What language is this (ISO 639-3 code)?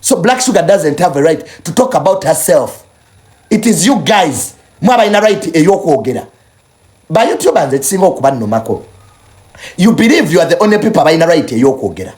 lug